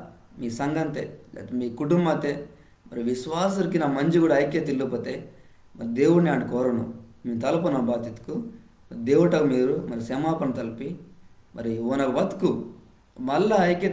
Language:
Koya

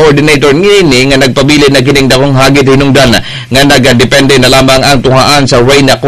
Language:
Cebuano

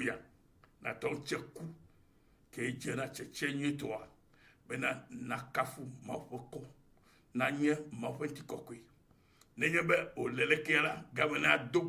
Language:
Ewe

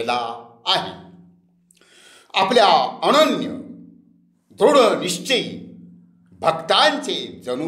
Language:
Marathi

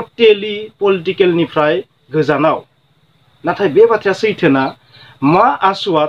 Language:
Bodo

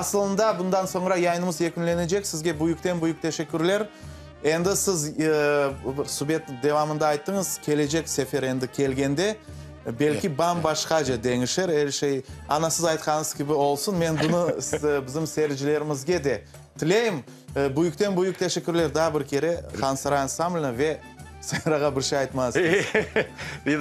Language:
Crimean Tatar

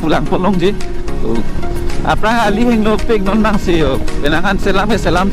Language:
Karbi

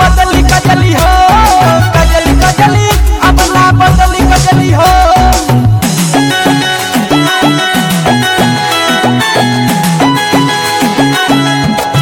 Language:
Bhojpuri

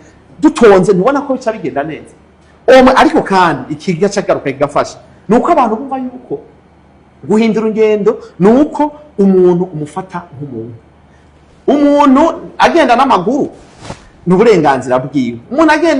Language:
Rundi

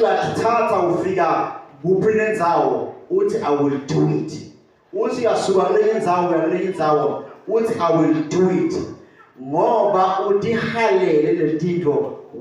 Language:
Swati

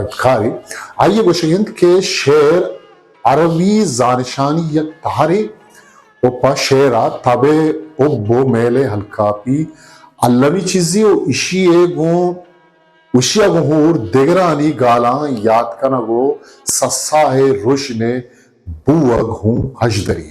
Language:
Eastern Balochi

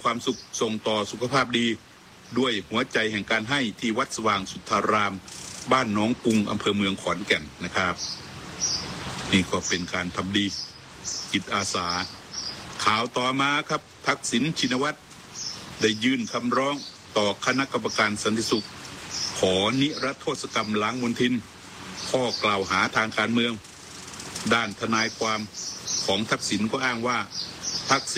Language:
Thai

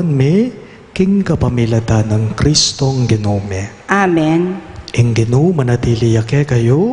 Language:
Pampanga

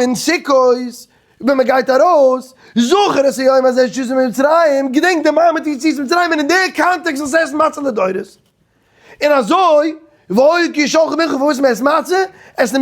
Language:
Yiddish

